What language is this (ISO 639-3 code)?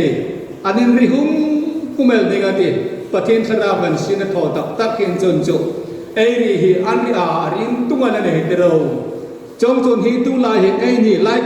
hmr